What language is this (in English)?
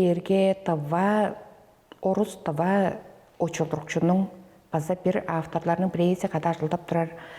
Tuvinian